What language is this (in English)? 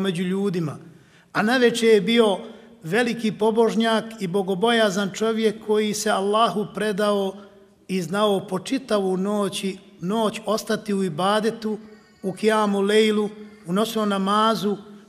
Bosnian